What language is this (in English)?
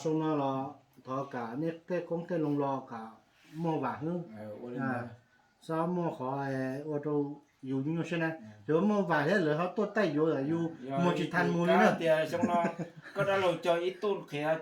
Hmong